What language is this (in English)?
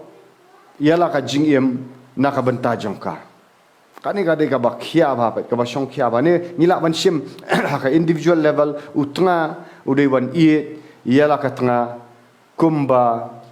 Khasi